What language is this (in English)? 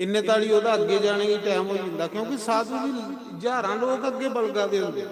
Dogri